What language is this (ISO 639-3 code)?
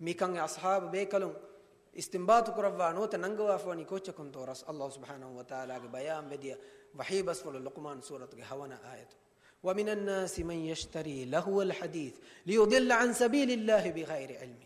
div